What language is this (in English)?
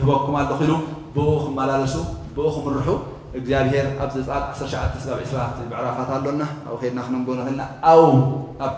Tigrinya